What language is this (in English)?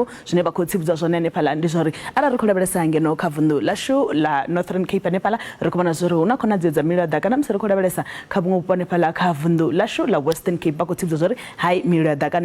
Venda